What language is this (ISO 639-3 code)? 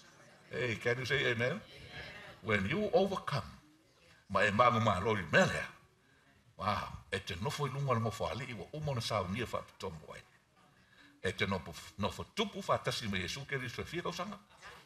smo